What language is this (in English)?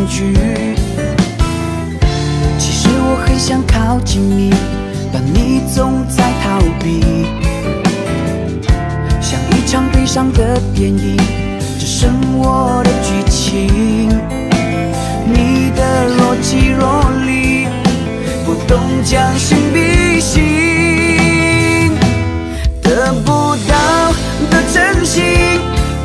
Chinese